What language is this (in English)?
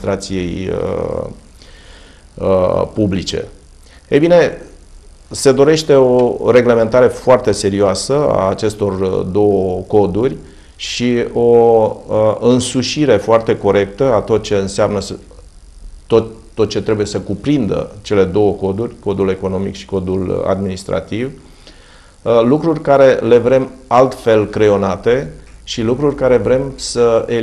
Romanian